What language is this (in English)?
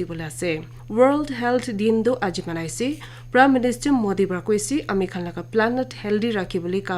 Naga Pidgin